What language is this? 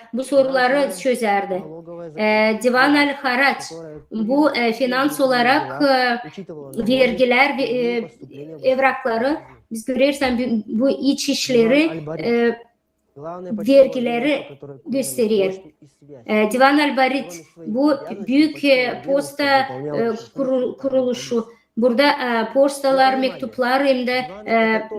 Gagauz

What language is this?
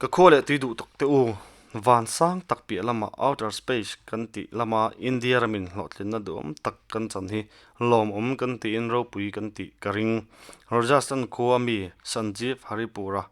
Mizo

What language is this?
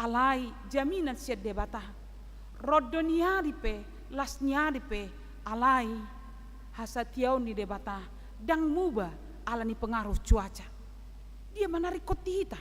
Batak Toba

